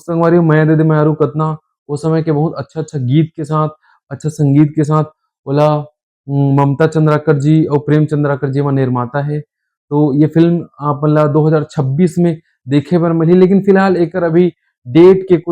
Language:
Chhattisgarhi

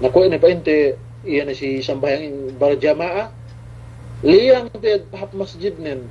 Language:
Yakan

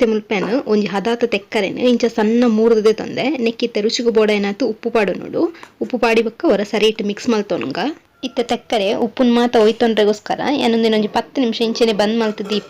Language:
Tulu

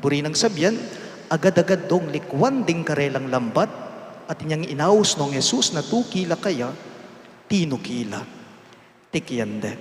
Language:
Pampanga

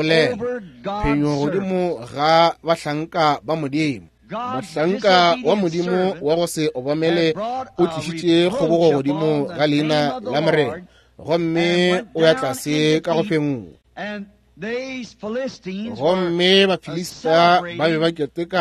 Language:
Northern Sotho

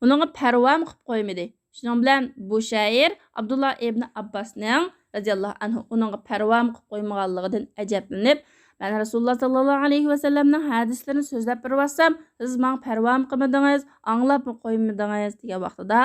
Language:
Uyghur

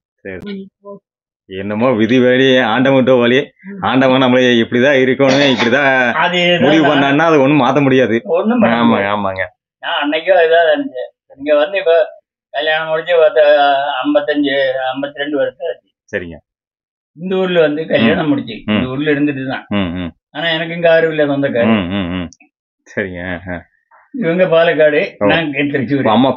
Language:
Tamil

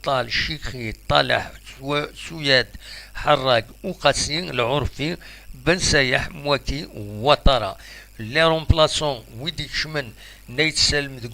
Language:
Kabyle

